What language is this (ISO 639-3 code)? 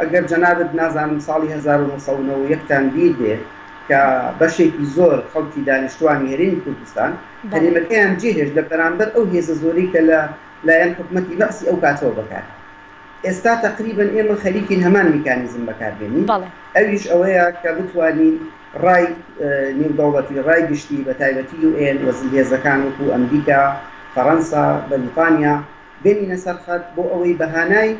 ckb